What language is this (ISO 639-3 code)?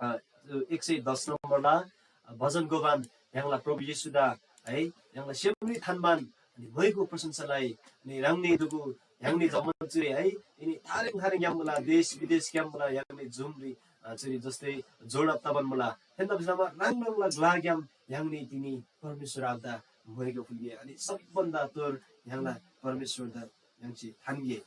taj